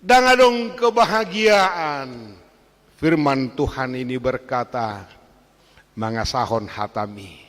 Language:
Batak Toba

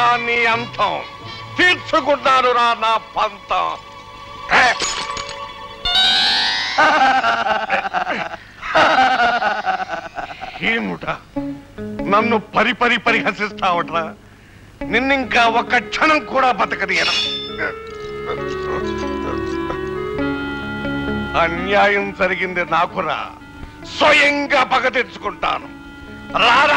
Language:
Telugu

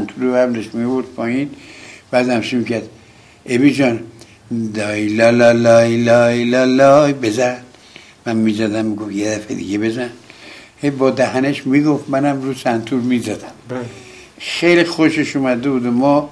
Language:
Persian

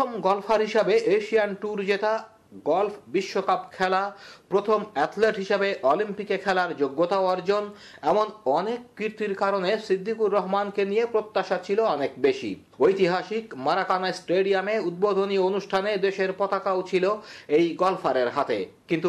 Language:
Bangla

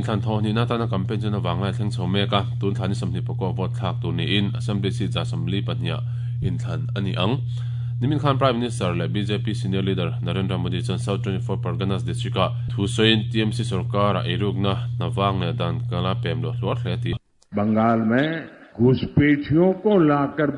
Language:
Mizo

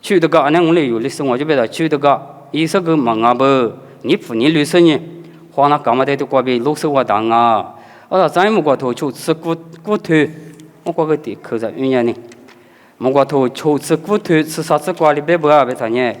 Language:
Lisu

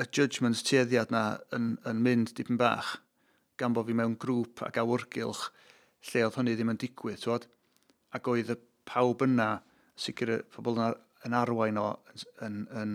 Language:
Welsh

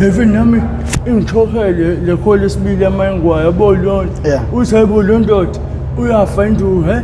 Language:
Zulu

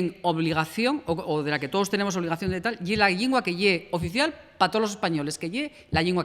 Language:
Asturian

